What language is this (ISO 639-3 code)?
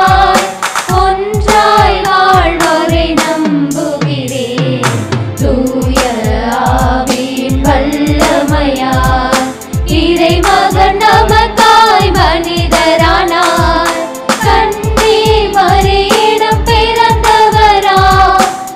tam